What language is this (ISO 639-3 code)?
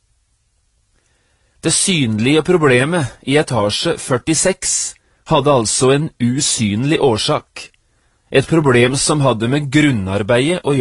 nor